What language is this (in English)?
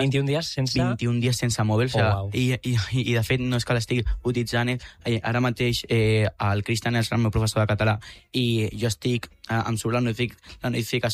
Catalan